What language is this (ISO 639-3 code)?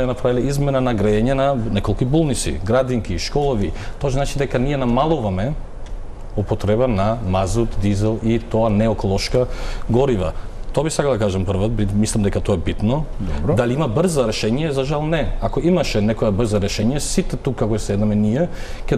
mkd